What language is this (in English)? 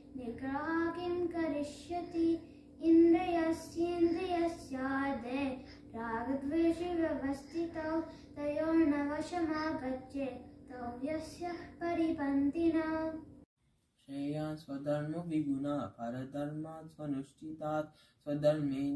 Sanskrit